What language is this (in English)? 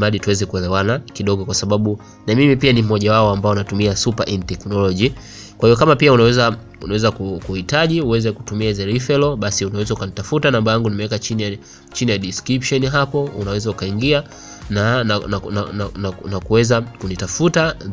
Swahili